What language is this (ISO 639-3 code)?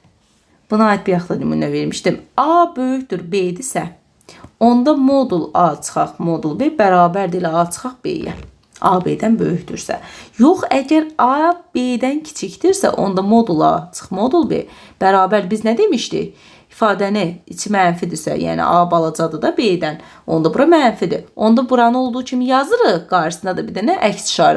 aze